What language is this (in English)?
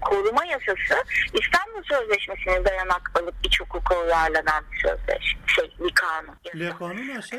Kurdish